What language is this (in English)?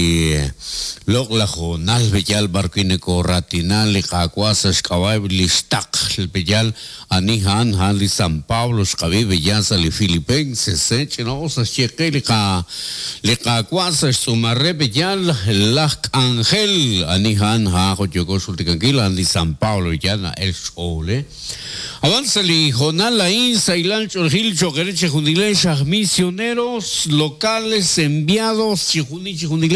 Kekchí